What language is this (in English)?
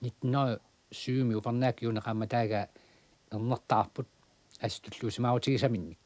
Kalaallisut